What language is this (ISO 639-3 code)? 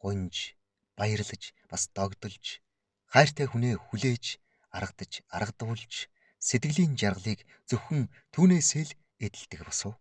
mon